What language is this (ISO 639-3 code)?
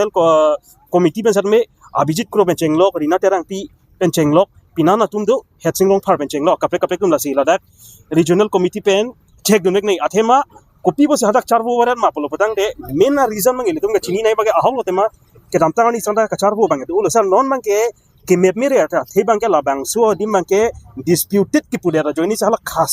mjw